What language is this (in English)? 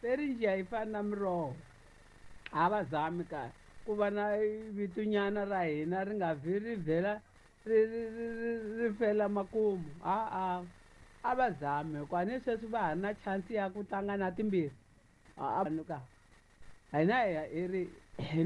Tsonga